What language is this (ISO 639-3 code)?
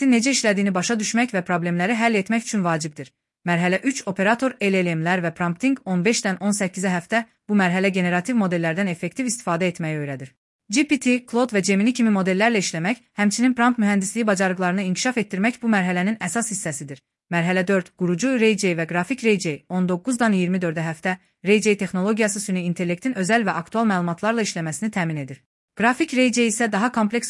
aze